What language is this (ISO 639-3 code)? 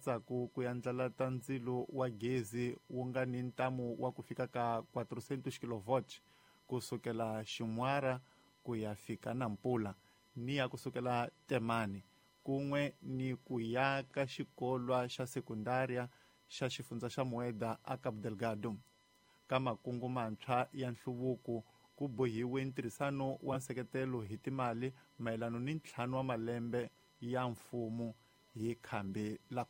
tso